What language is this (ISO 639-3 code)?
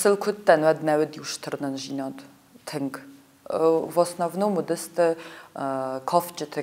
oss